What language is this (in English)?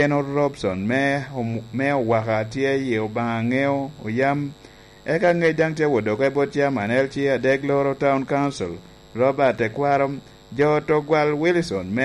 Lango (Uganda)